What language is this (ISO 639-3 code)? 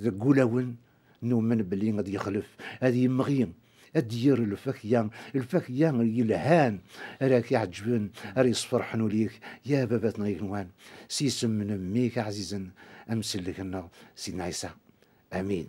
kab